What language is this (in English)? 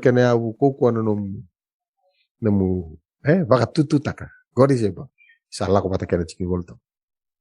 Fijian